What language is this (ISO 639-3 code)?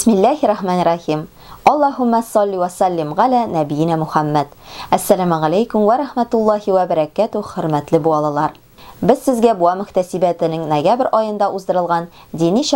tat